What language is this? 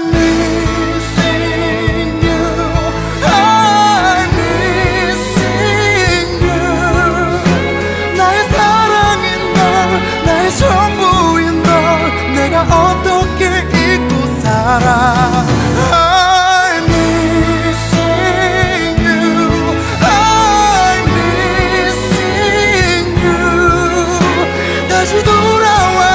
Korean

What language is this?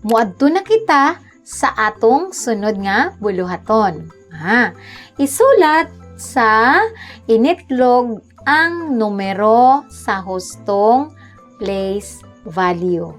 Cebuano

